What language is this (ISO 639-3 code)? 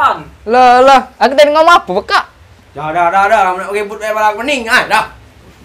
mui